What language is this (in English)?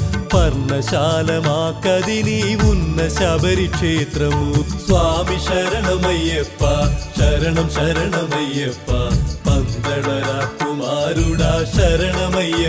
Telugu